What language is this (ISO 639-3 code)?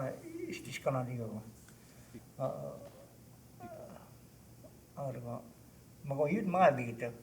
cho